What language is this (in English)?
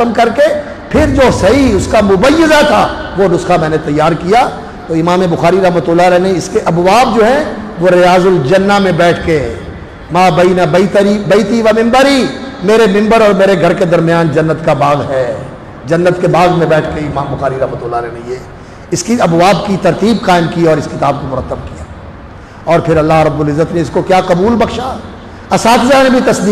Urdu